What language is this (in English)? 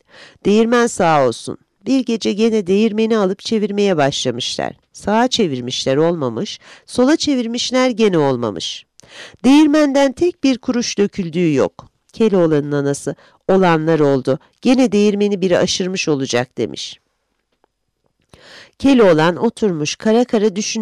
Turkish